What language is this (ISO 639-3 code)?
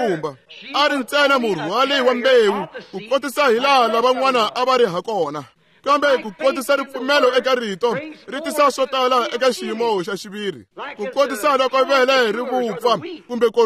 tso